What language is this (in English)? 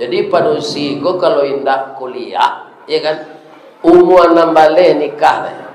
Minangkabau